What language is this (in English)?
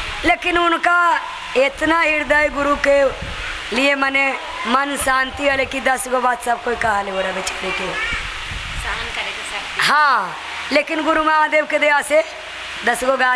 Magahi